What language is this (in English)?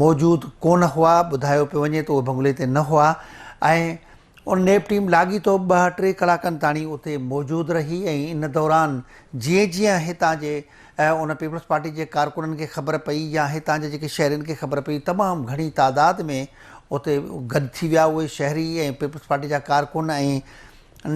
Sindhi